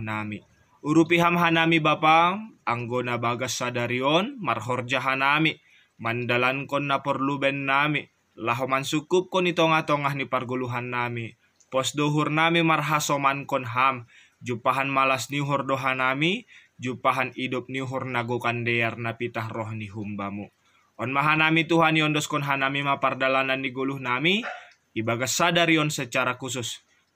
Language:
Batak Simalungun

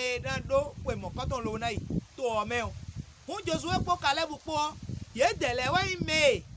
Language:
Fon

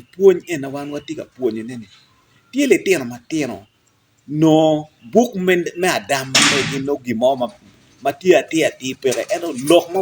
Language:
Acoli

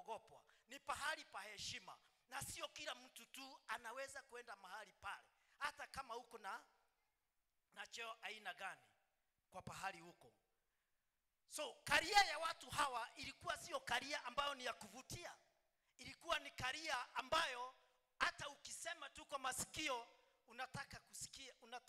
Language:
Swahili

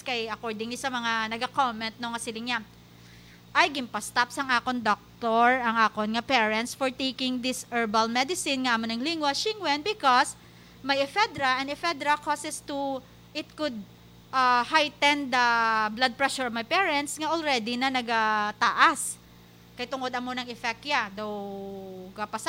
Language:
Hiligaynon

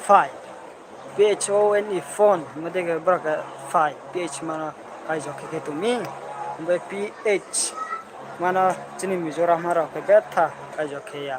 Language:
Riang (India)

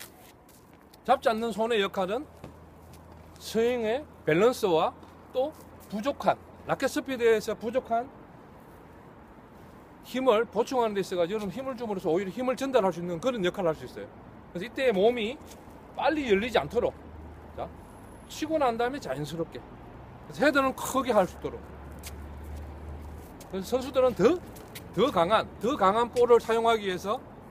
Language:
Korean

